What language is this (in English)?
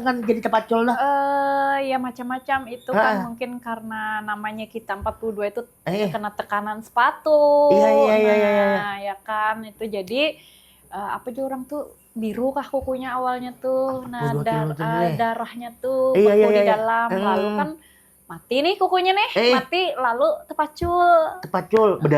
Banjar